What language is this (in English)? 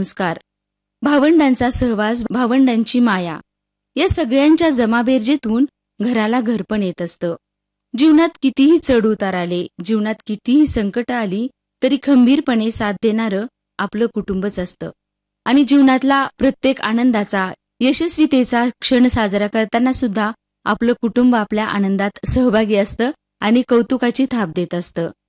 Marathi